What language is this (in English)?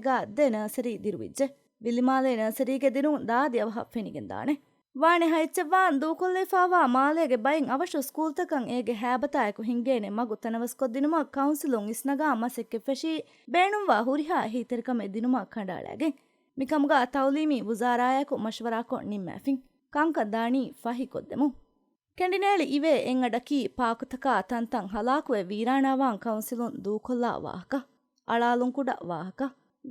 Divehi